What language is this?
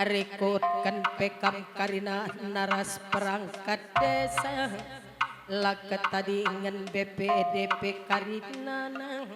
Batak Karo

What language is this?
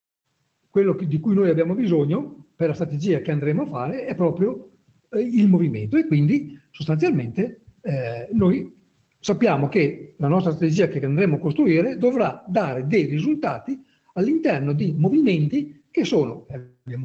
Italian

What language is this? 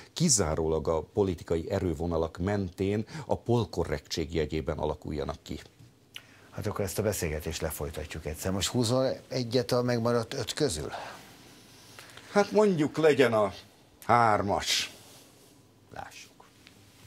Hungarian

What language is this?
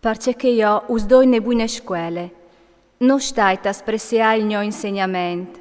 Friulian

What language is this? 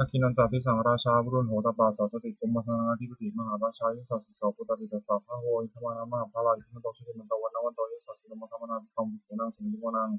Pali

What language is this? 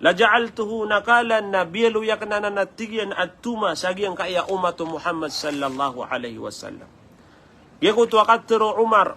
Maranao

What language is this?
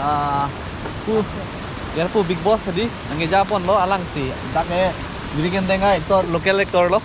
Karbi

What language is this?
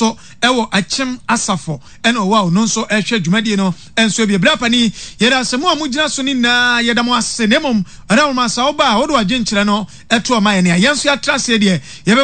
Akan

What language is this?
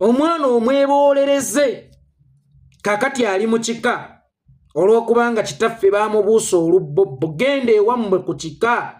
Ganda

